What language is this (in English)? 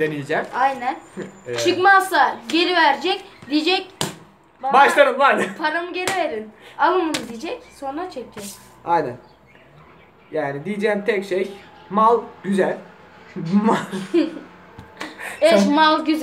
Turkish